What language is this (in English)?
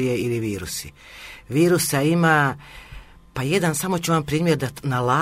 Croatian